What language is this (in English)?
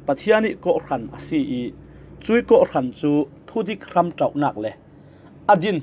Falam Chin